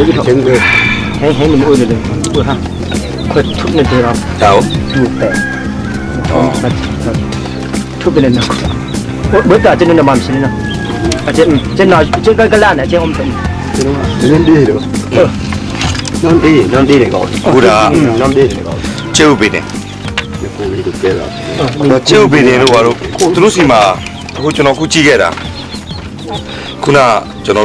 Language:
Burmese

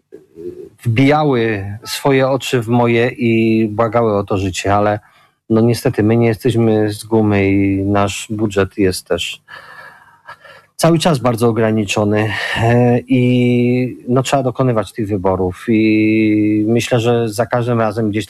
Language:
Polish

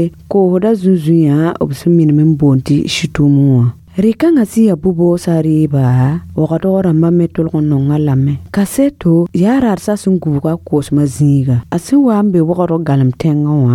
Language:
Mossi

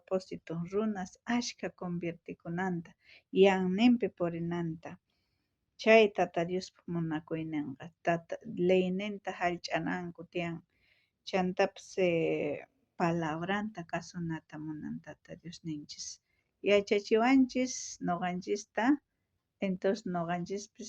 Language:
South Bolivian Quechua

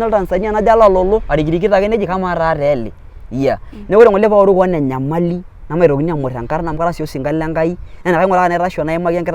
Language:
Masai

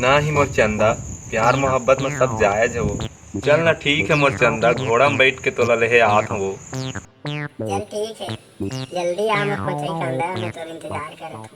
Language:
Chhattisgarhi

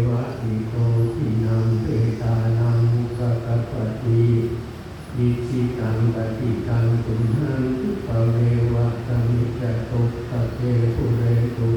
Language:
Pali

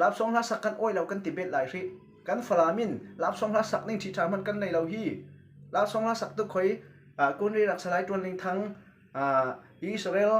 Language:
Falam Chin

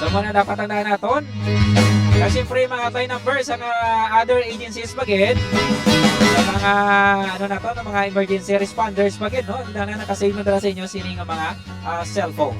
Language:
Hiligaynon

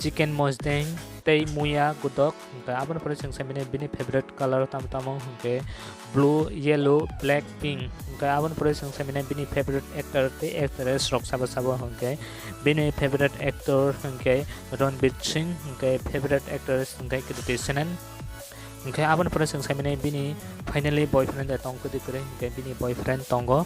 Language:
Kok Borok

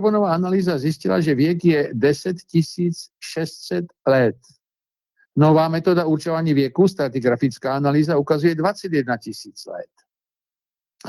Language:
Czech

